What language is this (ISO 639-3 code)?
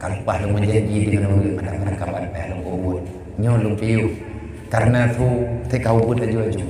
ace